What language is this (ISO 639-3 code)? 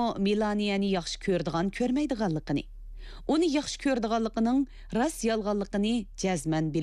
uig